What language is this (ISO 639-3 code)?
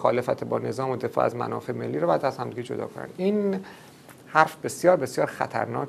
fas